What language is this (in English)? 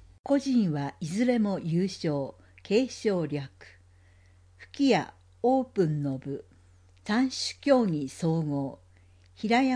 Japanese